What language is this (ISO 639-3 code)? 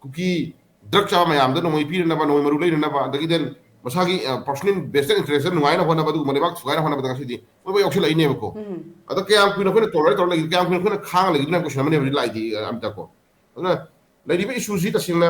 mni